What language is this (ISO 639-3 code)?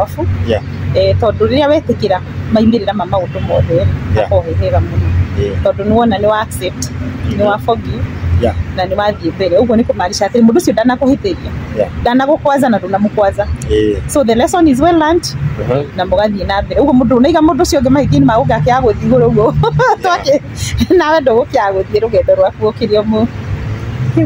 kik